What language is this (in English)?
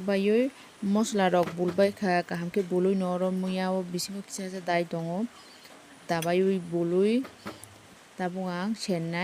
Kok Borok